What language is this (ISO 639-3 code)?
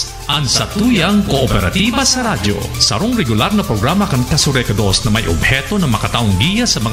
bik